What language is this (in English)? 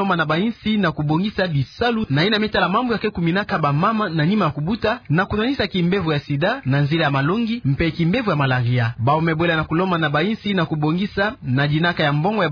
Kituba (Democratic Republic of Congo)